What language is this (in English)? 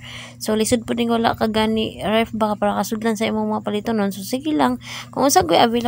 Cebuano